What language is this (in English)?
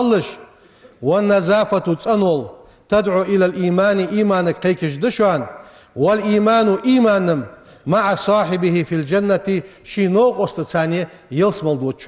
Ingush